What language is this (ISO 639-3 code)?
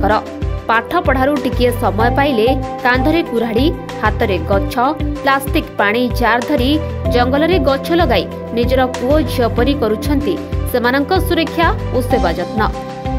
ori